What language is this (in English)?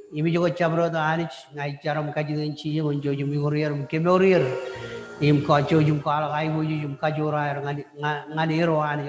Marshallese